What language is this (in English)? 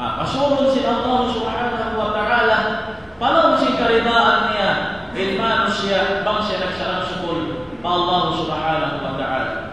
Tausug